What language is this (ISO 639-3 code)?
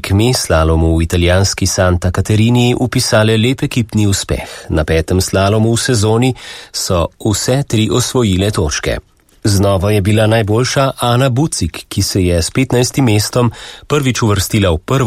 slv